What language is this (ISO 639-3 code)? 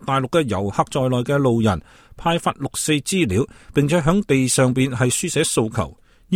yue